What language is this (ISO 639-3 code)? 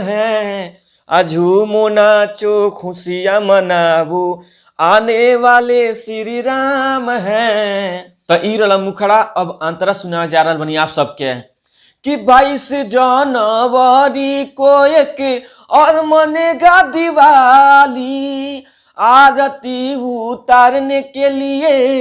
bho